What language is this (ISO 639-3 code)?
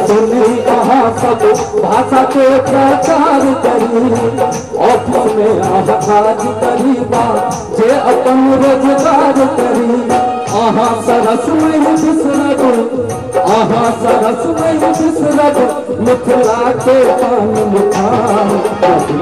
mai